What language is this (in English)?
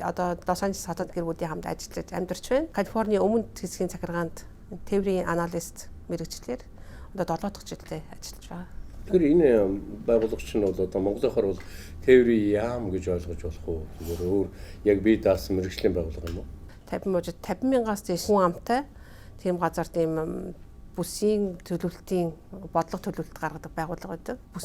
Mongolian